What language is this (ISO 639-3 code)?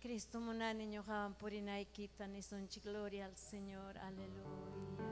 quy